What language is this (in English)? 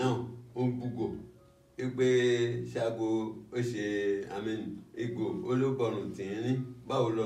Yoruba